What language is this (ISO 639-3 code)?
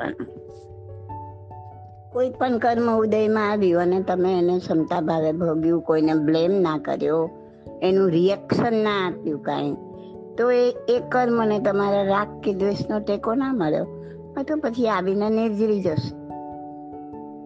guj